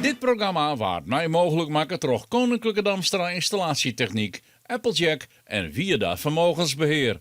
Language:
Western Frisian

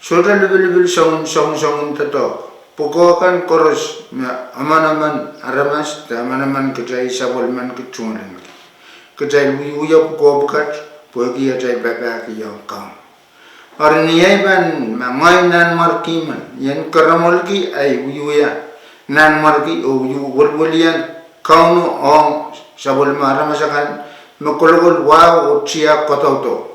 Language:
Pohnpeian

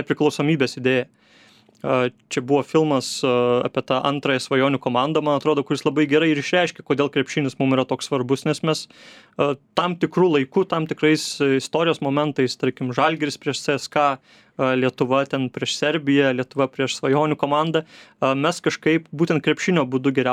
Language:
Lithuanian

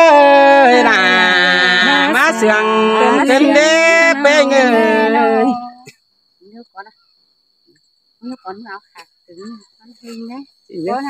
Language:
Thai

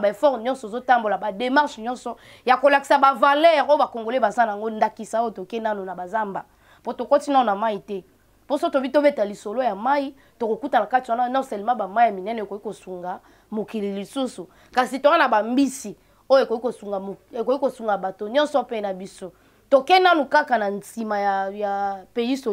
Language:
Lingala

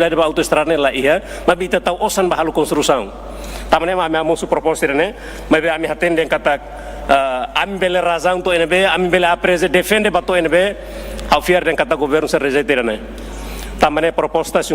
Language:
Tetum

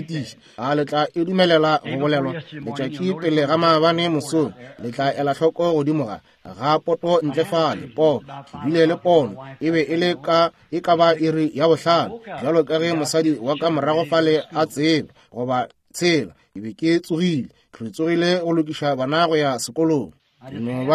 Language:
Northern Sotho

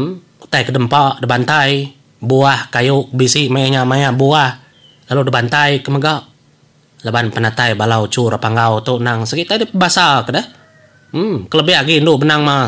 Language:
Iban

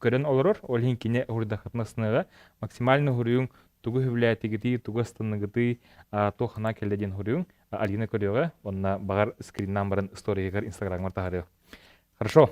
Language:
Yakut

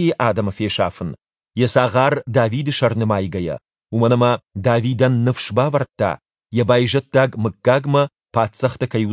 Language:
Ossetic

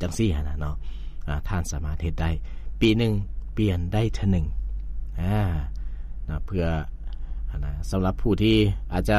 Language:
Lao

